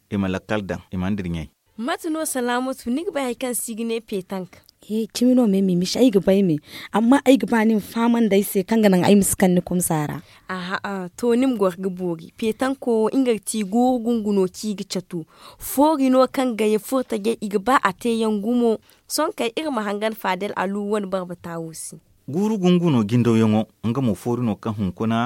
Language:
Zarma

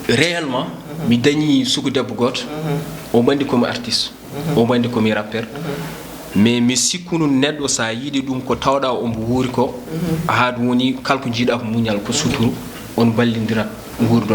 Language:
Fula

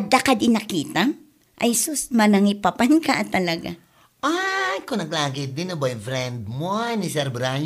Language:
Iloko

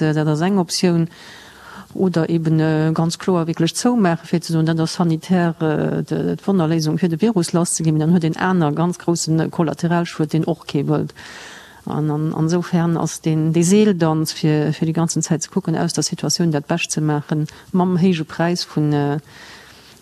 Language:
Luxembourgish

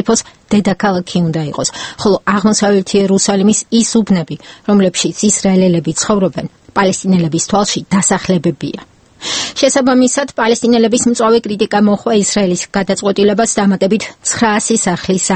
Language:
Georgian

